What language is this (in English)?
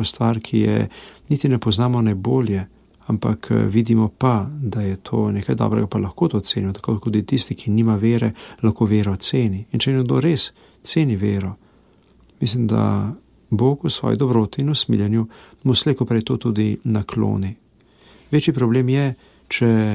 Slovenian